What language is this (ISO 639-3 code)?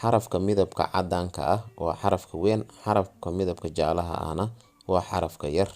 som